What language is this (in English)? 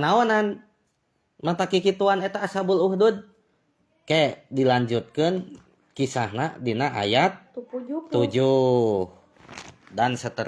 Sundanese